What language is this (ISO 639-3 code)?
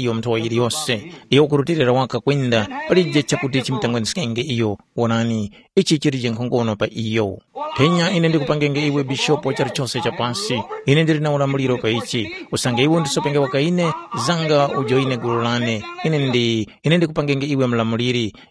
tum